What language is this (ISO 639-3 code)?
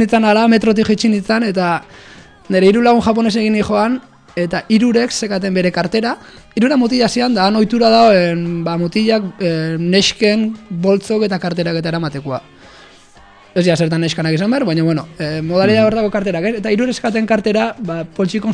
eus